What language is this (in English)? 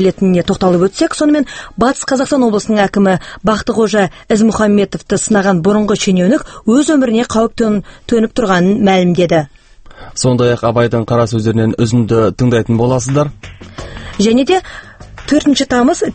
Kazakh